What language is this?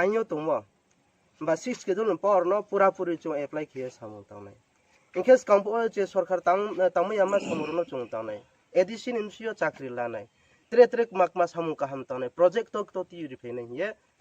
Riang (India)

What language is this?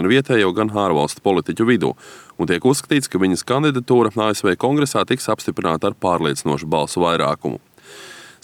Latvian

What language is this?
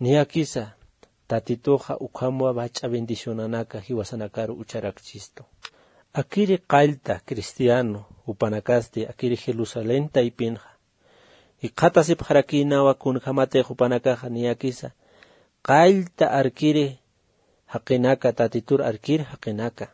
Aymara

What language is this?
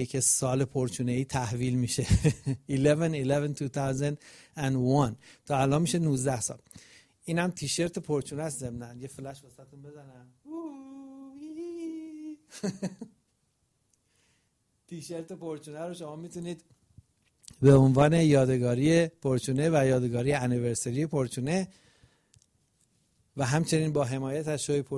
Persian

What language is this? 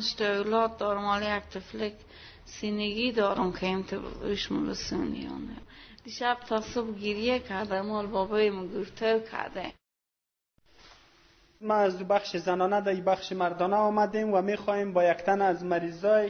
Persian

